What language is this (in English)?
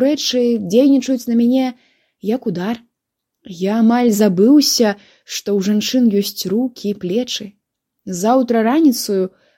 Belarusian